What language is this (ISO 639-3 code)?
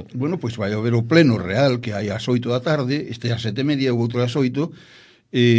glg